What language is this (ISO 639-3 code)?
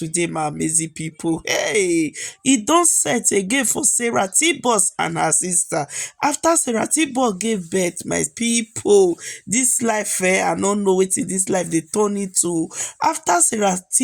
pcm